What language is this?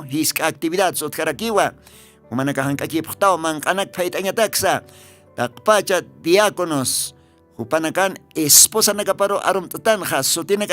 Aymara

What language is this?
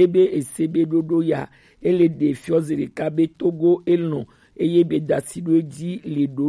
Gen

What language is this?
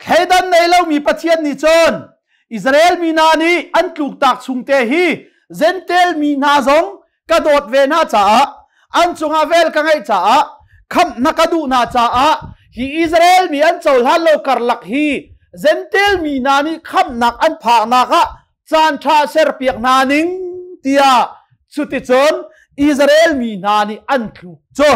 Hakha Chin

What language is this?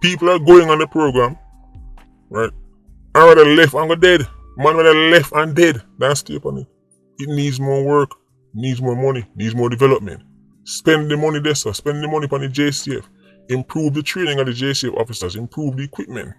Jamaican Creole English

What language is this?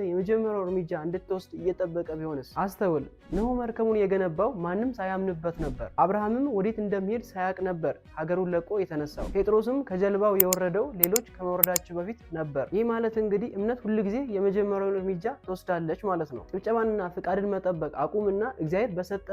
Amharic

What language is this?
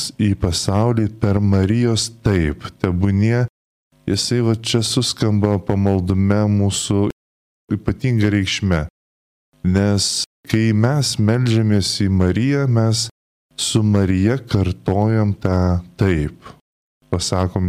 Lithuanian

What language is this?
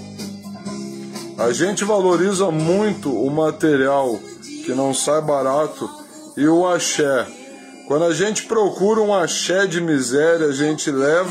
Portuguese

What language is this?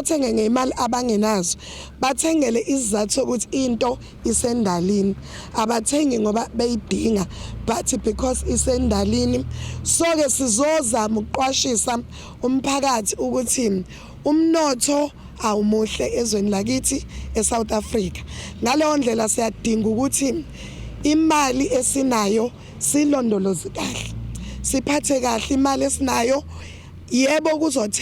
Zulu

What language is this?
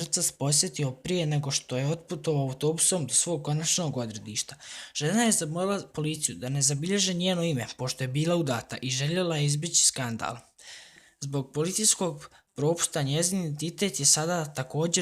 Bosnian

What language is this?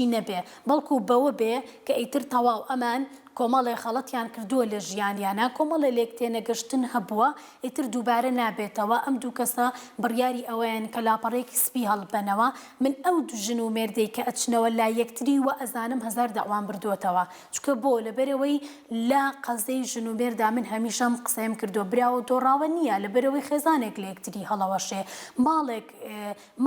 Central Kurdish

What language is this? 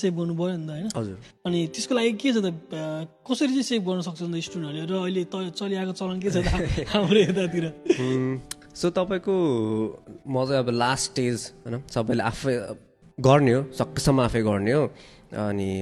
Nepali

